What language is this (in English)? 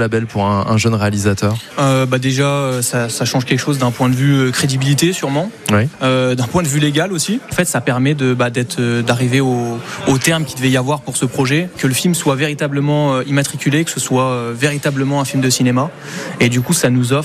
French